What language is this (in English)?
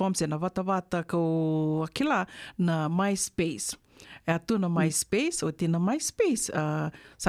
Fijian